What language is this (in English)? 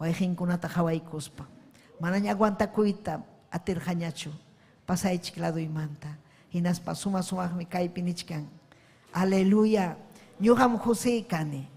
Ayacucho Quechua